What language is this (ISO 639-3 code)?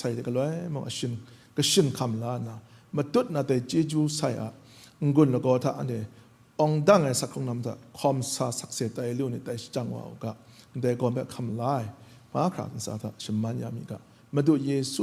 kac